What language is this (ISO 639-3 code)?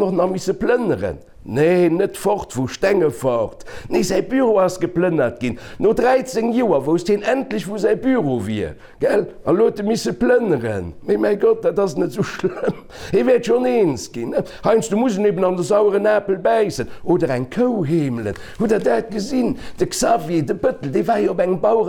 ltz